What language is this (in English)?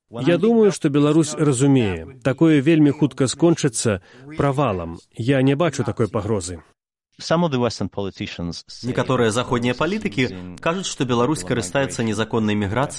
Belarusian